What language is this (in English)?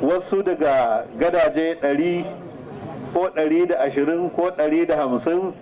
Hausa